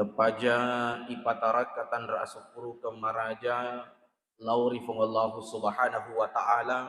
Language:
Buginese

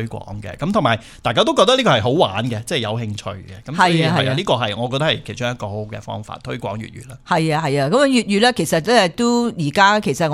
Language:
Cantonese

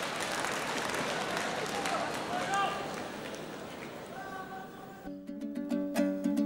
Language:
Kazakh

